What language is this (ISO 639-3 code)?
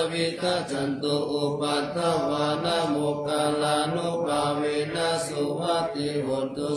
pli